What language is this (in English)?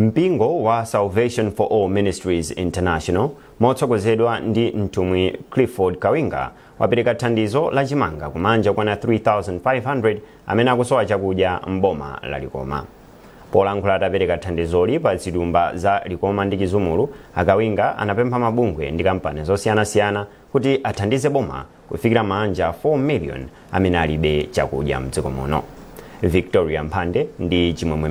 Nyanja